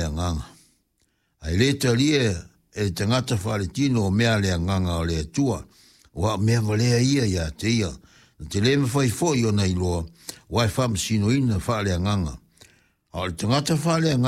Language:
Samoan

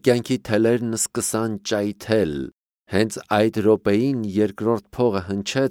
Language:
Armenian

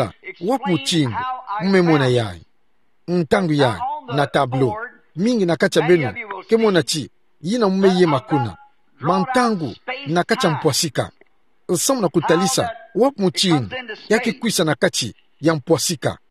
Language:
Kituba (Democratic Republic of Congo)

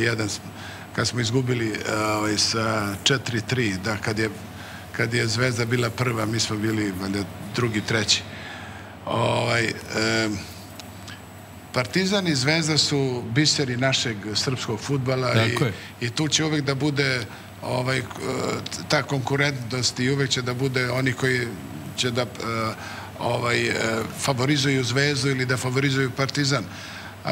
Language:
Serbian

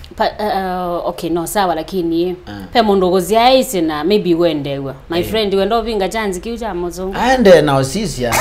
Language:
Kamba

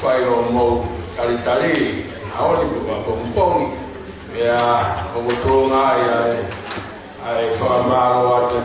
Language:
Tongan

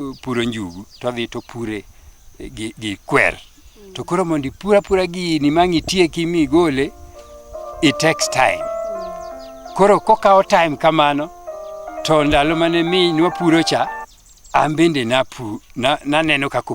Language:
Luo (Kenya and Tanzania)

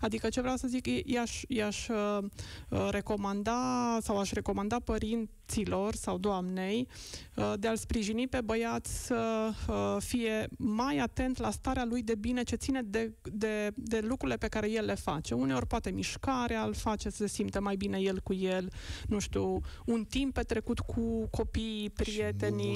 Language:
Romanian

